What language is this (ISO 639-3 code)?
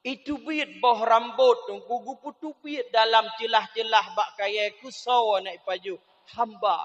ace